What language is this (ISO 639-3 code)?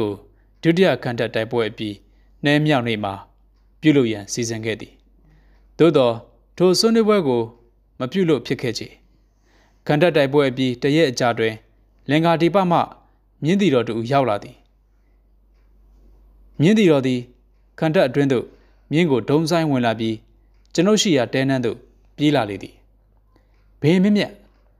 mya